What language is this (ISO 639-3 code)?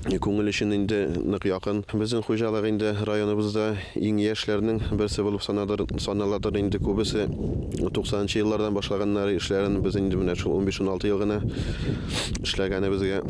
bak